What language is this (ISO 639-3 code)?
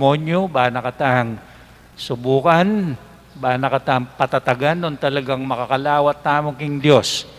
pam